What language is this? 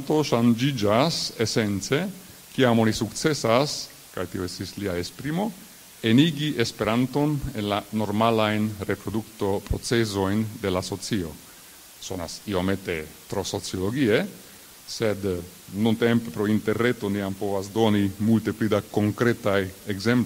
Esperanto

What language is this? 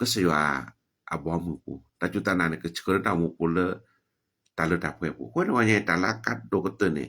S'gaw Karen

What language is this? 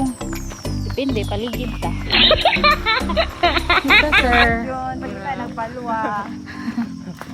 Cebuano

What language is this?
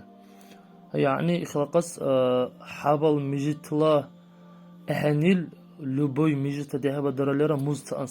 Dargwa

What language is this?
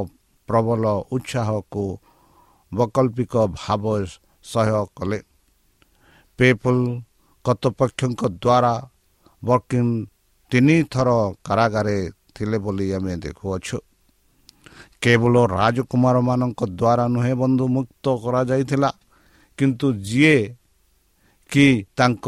Odia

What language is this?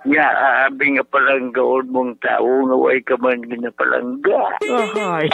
Hiligaynon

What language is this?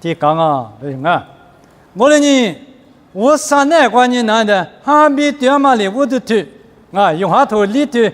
Lisu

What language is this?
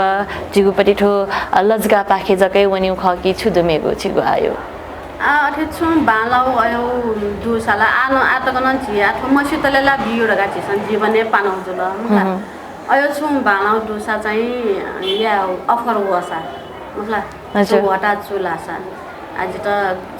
Newari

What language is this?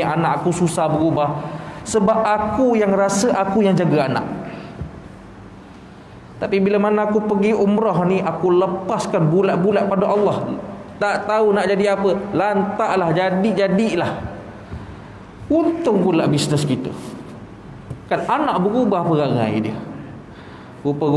Malay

